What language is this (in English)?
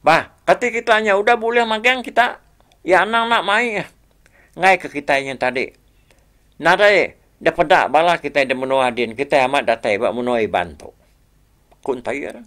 Iban